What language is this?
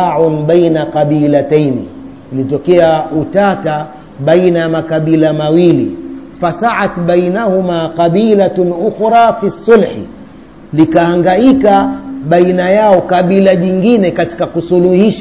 Swahili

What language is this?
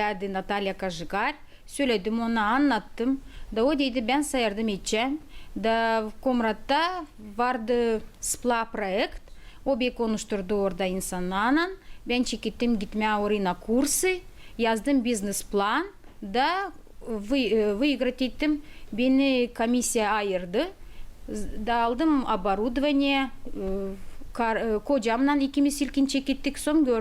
Gagauz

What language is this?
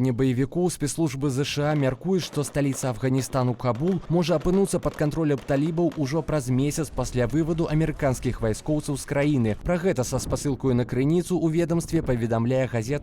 Belarusian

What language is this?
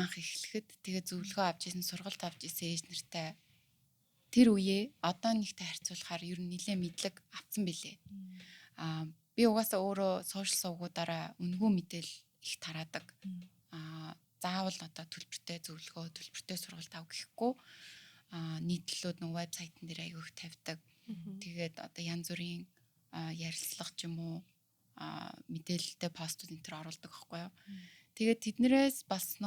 Mongolian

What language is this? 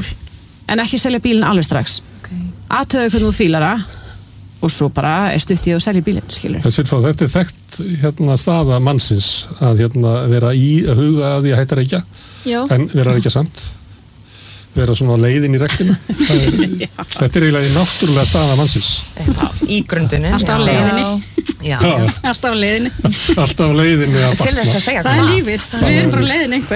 Icelandic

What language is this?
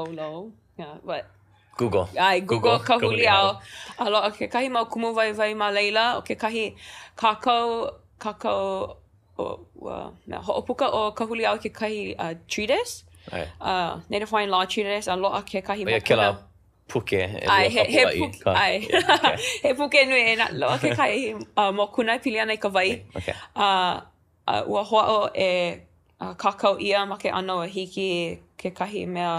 Hawaiian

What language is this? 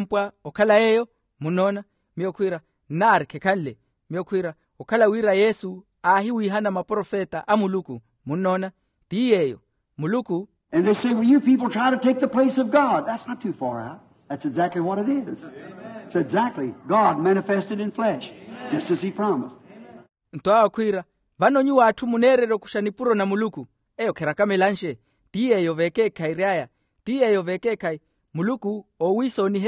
Makhuwa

